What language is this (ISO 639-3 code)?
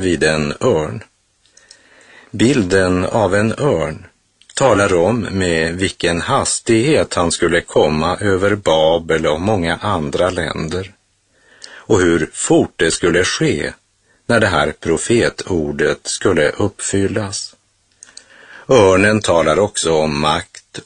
swe